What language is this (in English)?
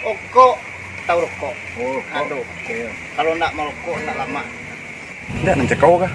Minangkabau